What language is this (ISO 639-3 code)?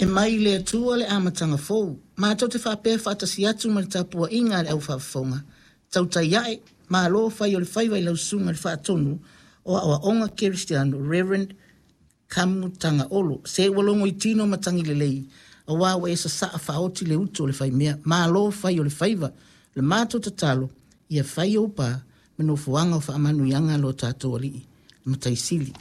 smo